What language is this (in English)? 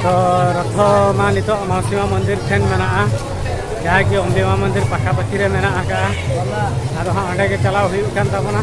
Santali